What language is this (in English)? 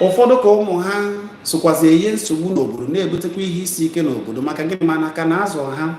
Igbo